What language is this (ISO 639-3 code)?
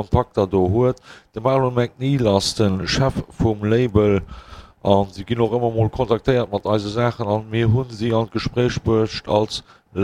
ltz